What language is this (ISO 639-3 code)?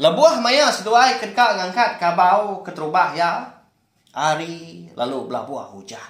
iba